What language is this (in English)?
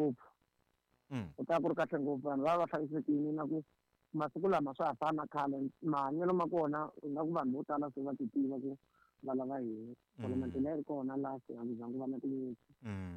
Tsonga